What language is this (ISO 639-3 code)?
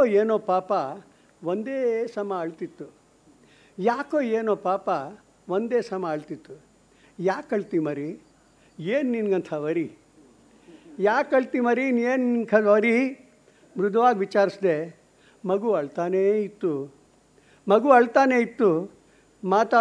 kan